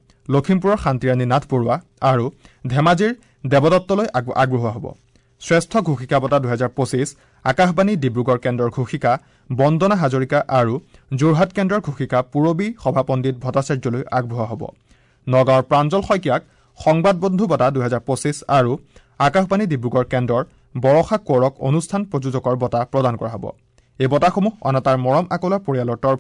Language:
Assamese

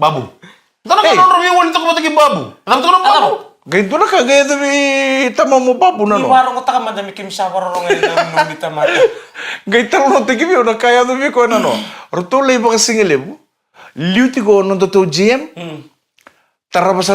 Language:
Fijian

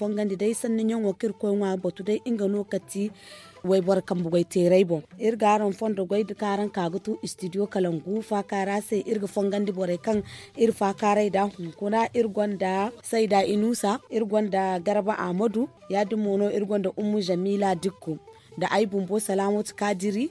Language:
Zarma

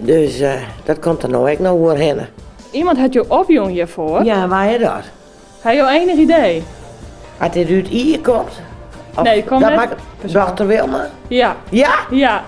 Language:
Western Frisian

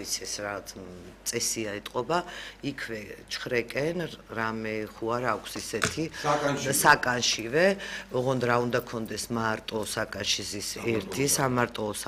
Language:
Georgian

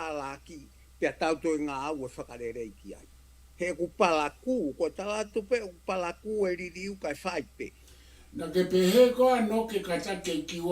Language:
Tongan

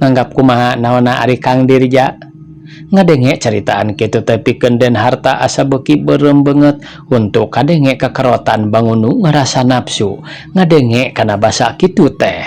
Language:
Sundanese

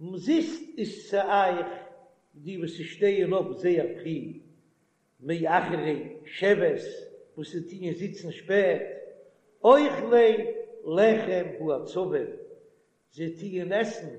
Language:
Yiddish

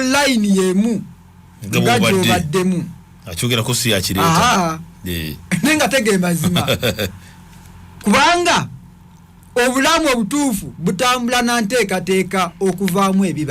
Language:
Ganda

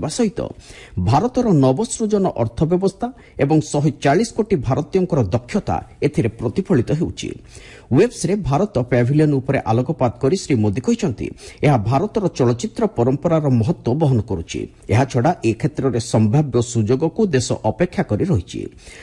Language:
Odia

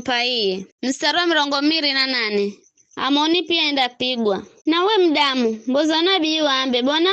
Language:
Giryama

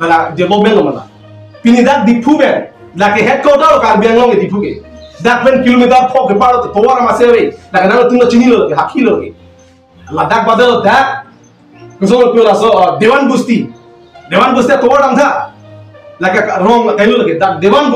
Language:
Karbi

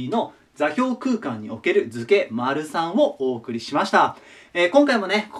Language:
Japanese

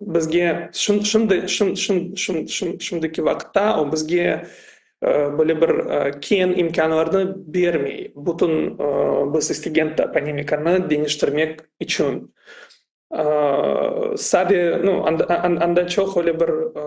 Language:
Crimean Tatar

